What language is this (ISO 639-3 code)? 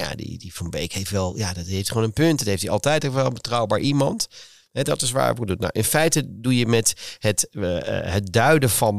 nld